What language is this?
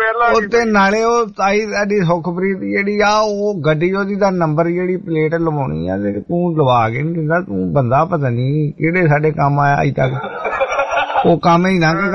Punjabi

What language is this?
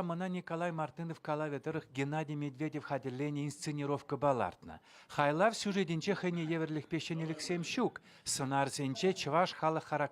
Chuvash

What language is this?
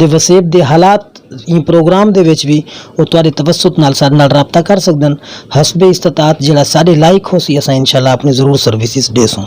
Saraiki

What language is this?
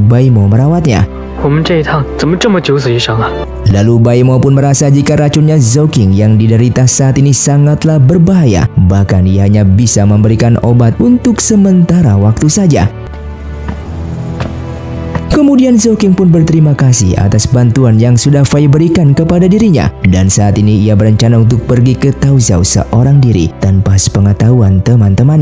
Indonesian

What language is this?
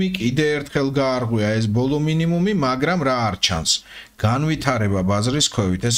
Georgian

